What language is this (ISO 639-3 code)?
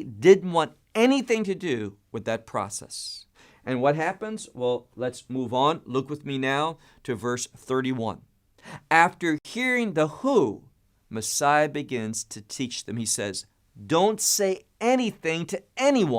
eng